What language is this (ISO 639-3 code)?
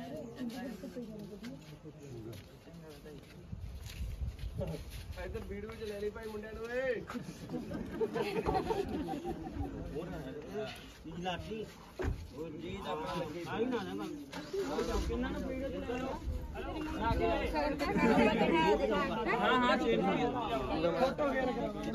pan